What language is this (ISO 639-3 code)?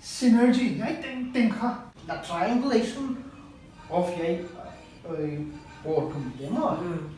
pck